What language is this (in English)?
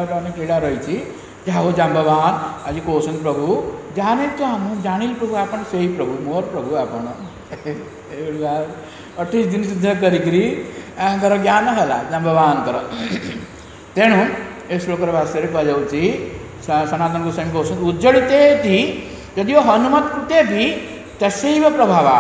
Odia